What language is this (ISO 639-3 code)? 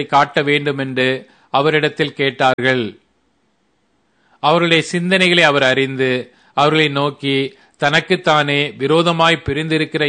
tam